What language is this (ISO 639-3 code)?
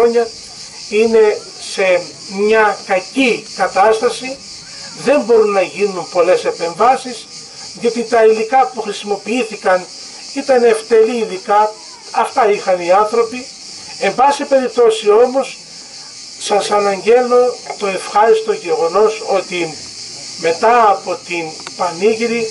ell